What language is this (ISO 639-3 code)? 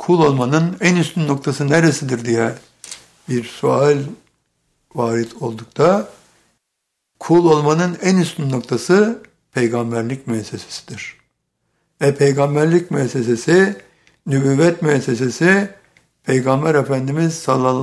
tur